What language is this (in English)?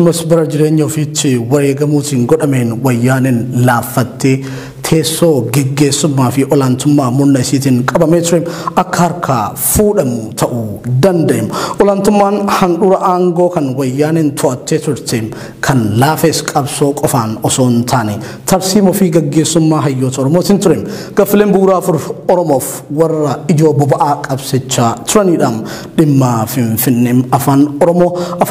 Oromo